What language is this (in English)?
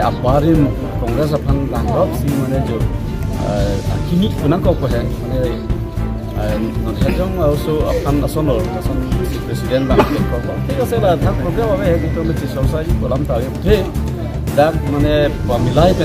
Karbi